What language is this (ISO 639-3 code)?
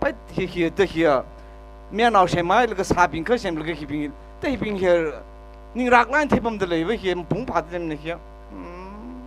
nmf